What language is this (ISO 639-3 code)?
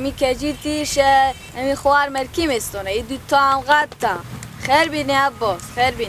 fas